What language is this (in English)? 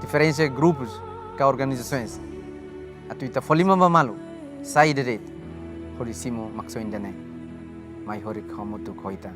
Tetum